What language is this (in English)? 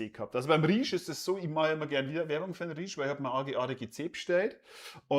Bavarian